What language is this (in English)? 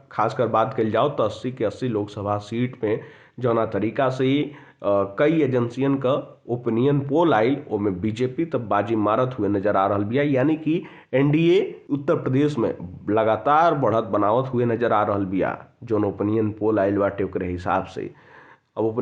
Bhojpuri